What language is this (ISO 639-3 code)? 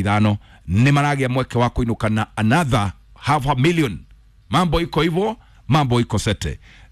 kik